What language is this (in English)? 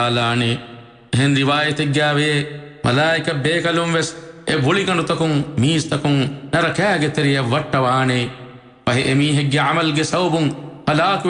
Divehi